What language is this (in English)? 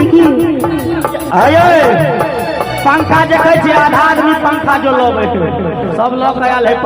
Maithili